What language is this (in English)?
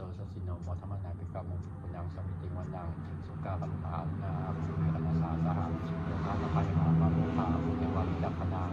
Pali